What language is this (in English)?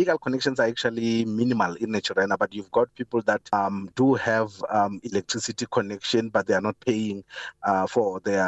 English